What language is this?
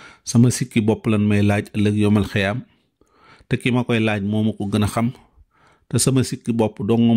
Wolof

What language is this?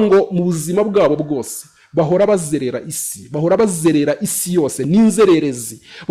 Kinyarwanda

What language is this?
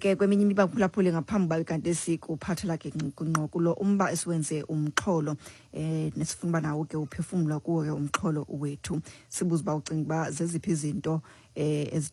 Xhosa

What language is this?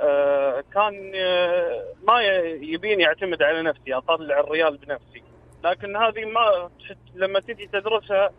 Najdi Arabic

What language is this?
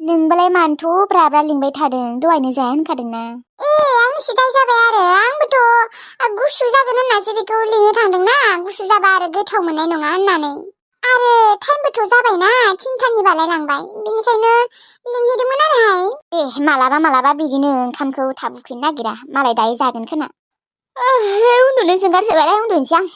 Bodo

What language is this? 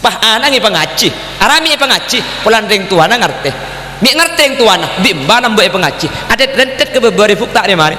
Madurese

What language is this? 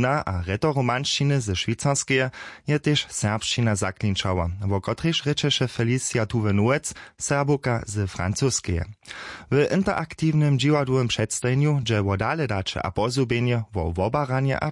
Upper Sorbian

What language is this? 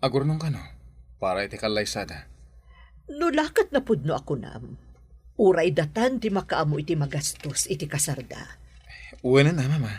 Iloko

